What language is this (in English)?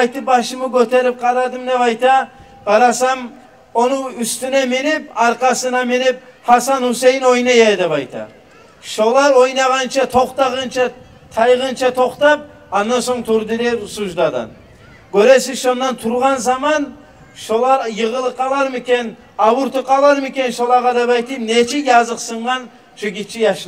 Kumyk